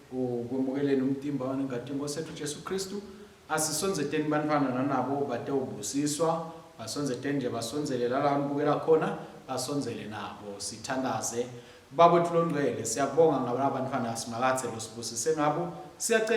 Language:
Swati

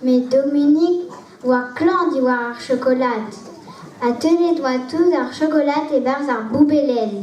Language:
Breton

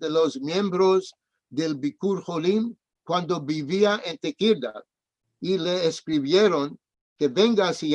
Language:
Ladino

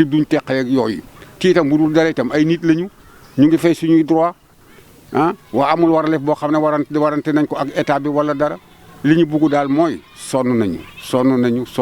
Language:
Wolof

